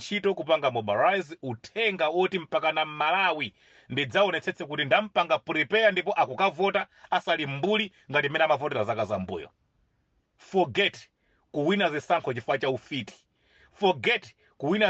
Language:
Nyanja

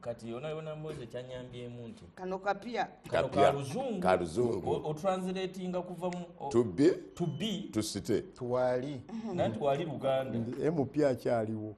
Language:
Ganda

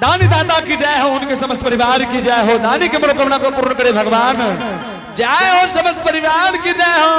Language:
Angika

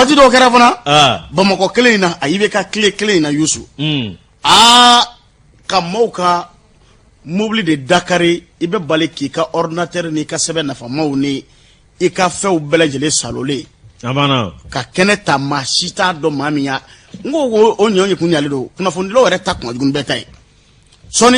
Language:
Bambara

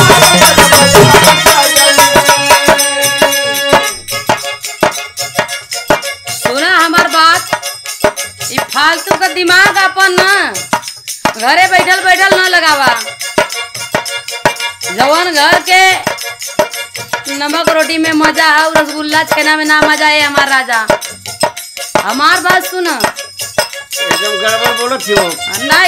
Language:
Bhojpuri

